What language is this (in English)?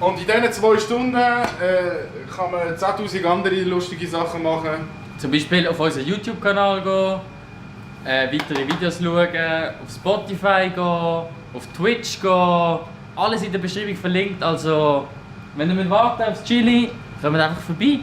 Swiss German